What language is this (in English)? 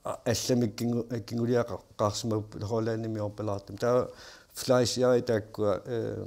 Kalaallisut